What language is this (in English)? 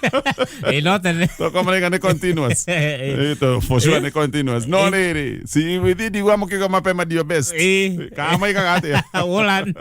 Kikuyu